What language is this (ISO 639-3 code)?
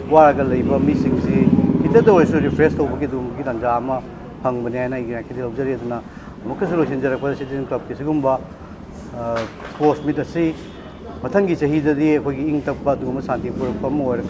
mni